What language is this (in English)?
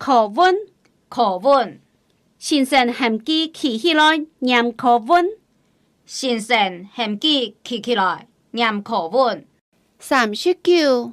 Hakka Chinese